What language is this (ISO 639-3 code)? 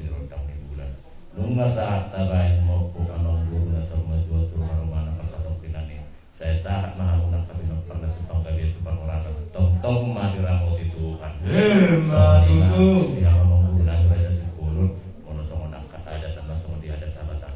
bbc